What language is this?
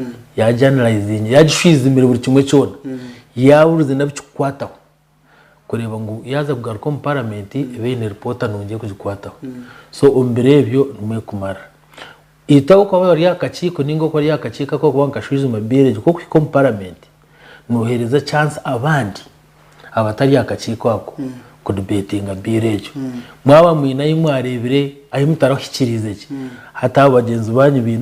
Nyankole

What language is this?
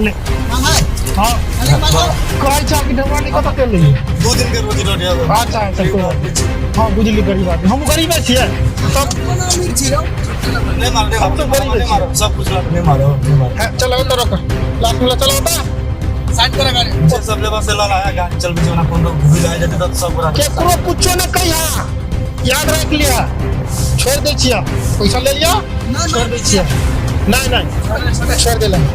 Maithili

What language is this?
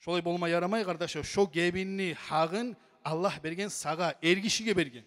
Kumyk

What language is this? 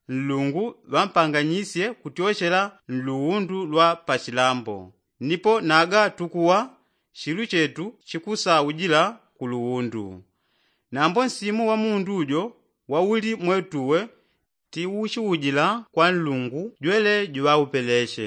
Yao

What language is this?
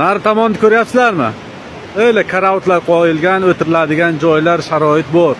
Uzbek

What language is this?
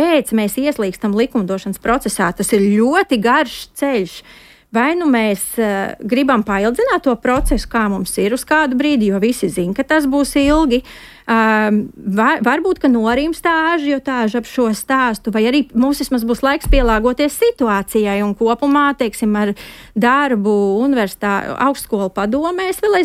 Latvian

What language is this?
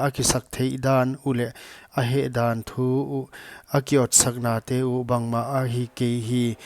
Paite Chin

